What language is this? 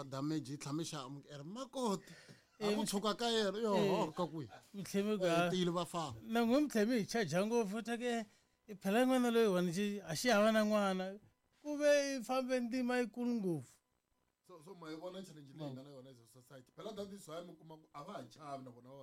Tsonga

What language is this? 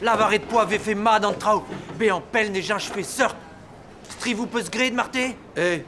Breton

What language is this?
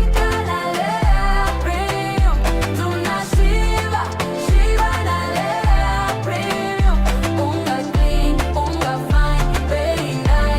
Meru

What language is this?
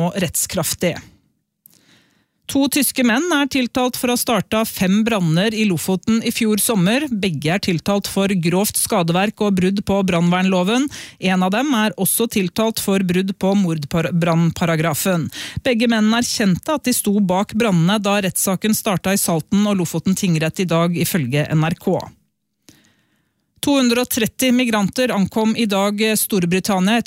Norwegian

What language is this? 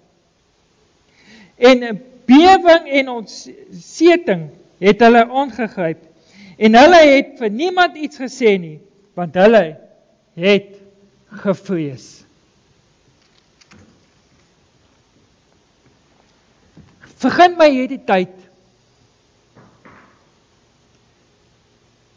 Afrikaans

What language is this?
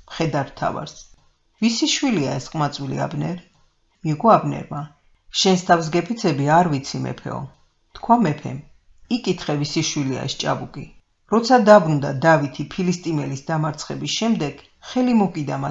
Georgian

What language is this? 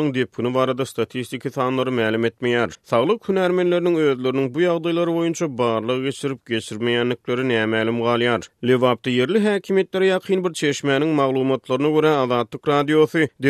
Turkmen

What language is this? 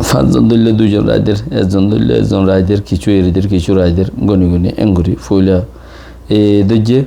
Rohingya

